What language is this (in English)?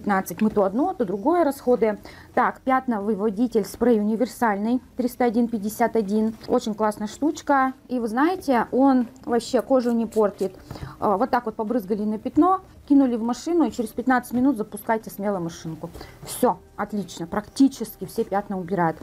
Russian